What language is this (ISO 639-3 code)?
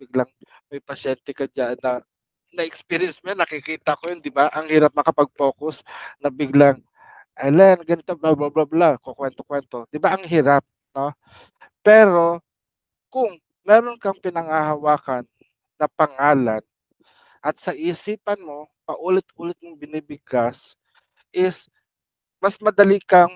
fil